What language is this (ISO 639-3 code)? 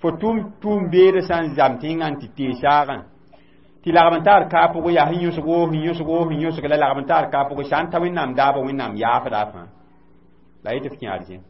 mos